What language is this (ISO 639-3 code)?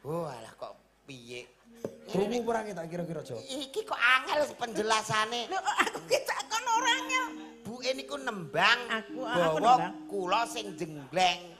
jav